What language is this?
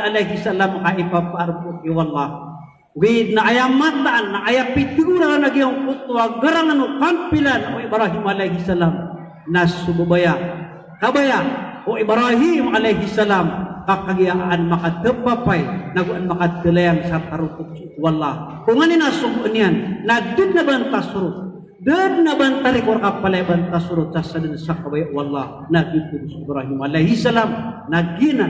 Maranao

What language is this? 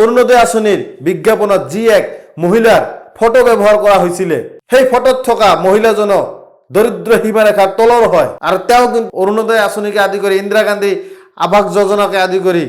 Assamese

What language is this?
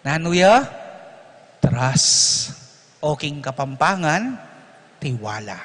Pampanga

